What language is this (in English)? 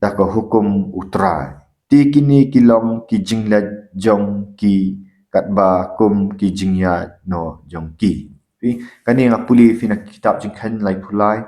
Khasi